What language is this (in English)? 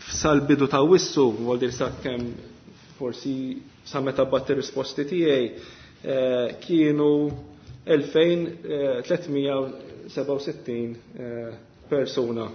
Maltese